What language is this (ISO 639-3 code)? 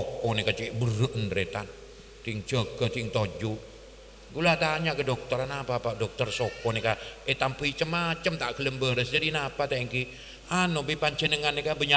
mad